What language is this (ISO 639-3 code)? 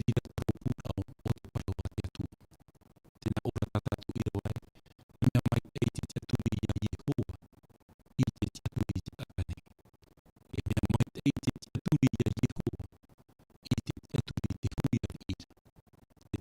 tah